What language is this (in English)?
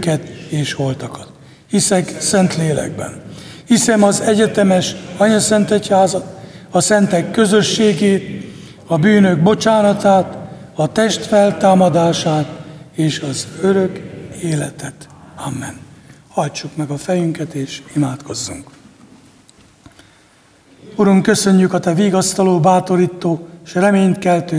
Hungarian